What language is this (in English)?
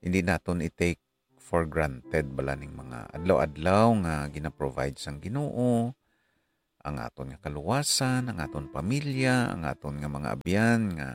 Hiligaynon